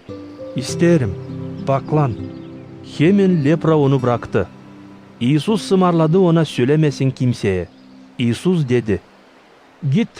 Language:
Gagauz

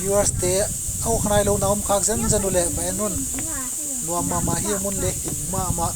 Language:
Tedim Chin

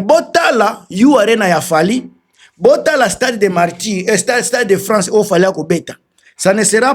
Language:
Lingala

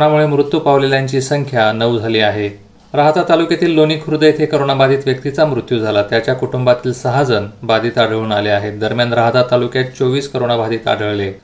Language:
Marathi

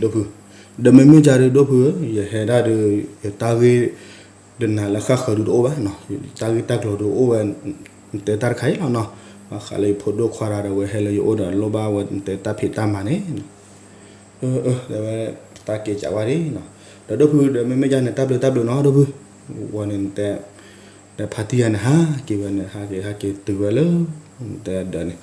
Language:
S'gaw Karen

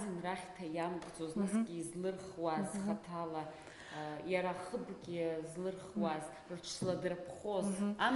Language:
Abkhazian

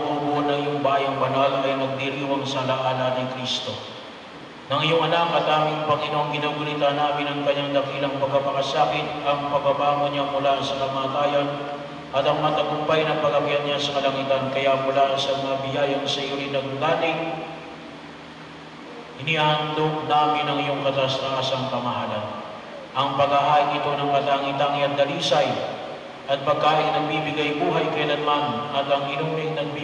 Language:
Filipino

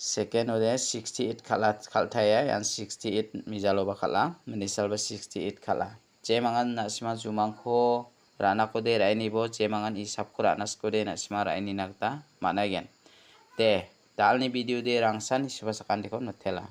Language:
Garo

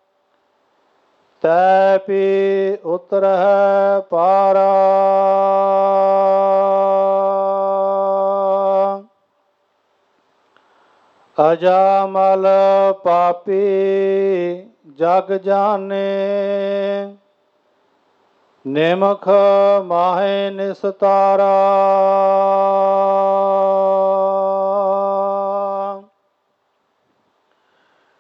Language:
Punjabi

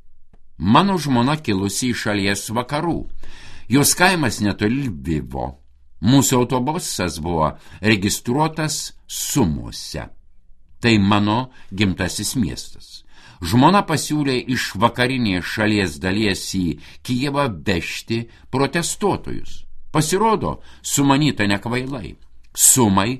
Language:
Lithuanian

